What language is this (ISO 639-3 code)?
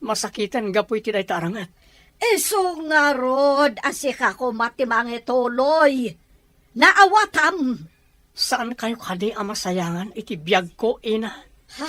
ilo